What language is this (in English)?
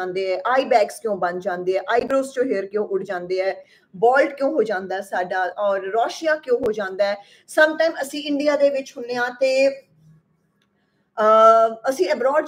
Punjabi